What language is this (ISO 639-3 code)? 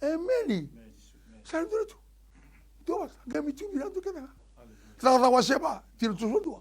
fij